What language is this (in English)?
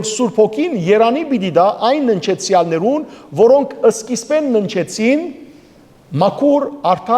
Western Armenian